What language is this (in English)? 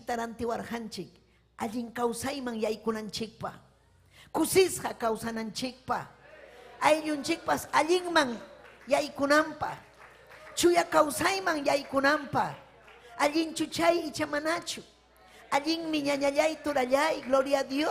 Ayacucho Quechua